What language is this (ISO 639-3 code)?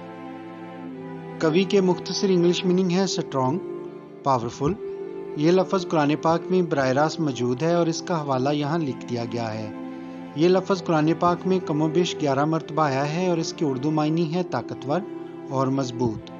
urd